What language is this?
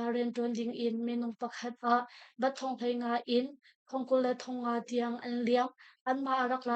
Hakha Chin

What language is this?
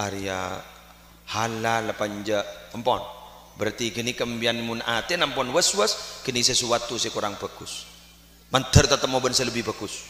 Madurese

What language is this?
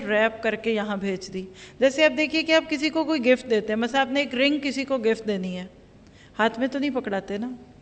Urdu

